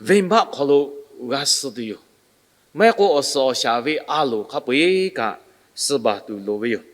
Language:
Lahu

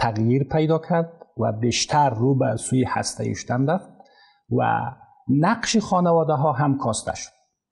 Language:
Persian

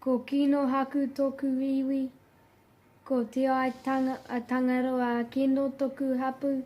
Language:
Māori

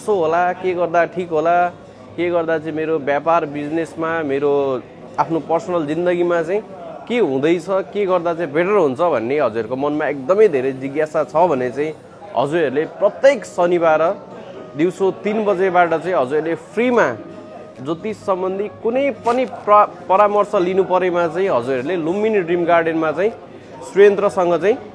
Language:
Nepali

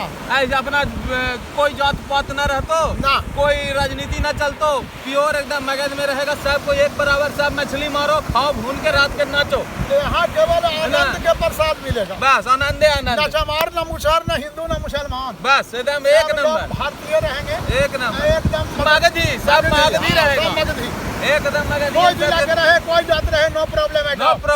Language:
Magahi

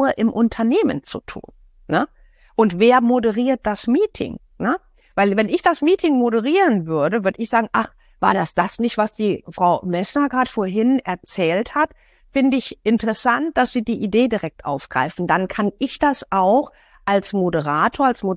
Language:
German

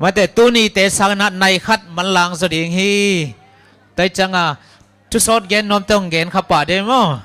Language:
Tedim Chin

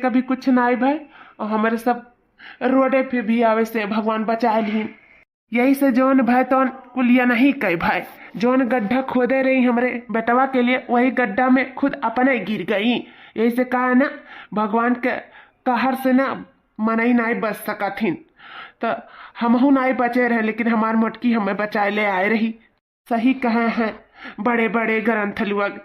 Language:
Awadhi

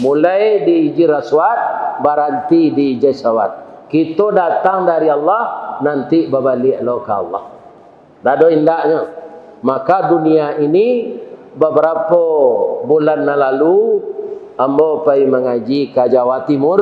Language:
Minangkabau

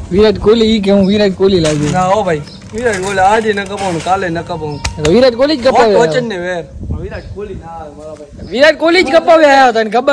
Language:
Gujarati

